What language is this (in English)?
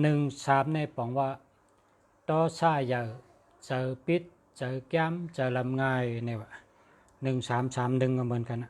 Shan